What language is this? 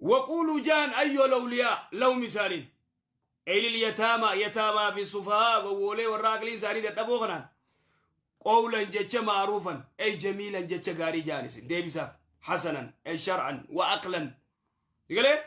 Oromo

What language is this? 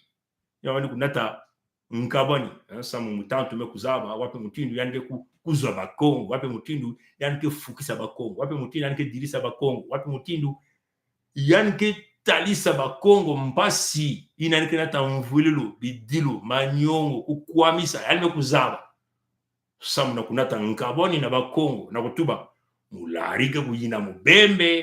Kituba (Congo)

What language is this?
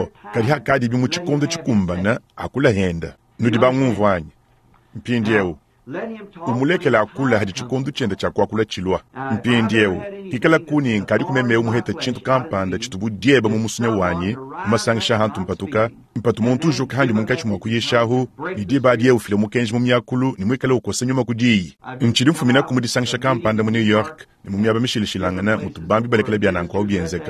Luba-Lulua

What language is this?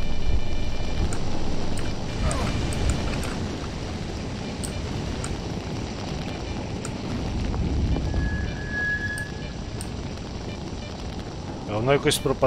Ukrainian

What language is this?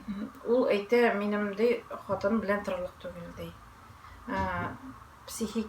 Tatar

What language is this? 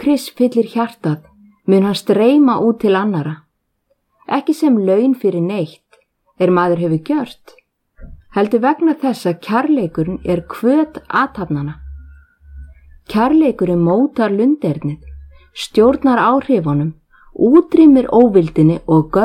Icelandic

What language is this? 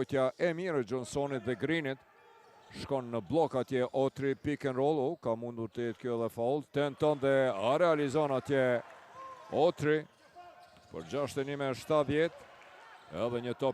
Albanian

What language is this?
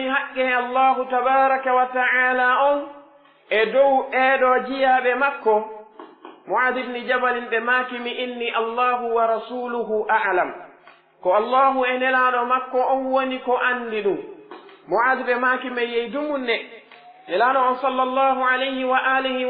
Pular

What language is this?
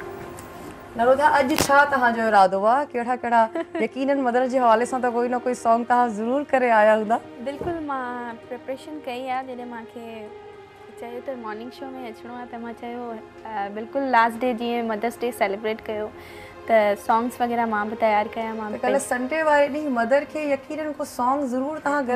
Sindhi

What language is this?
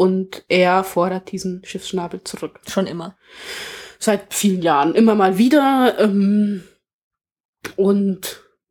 German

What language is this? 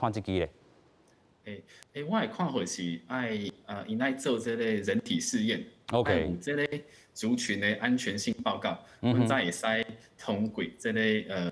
Min Nan Chinese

